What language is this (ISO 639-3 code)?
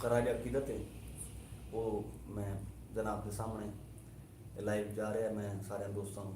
skr